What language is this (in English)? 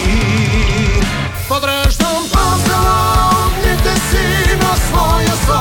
Bulgarian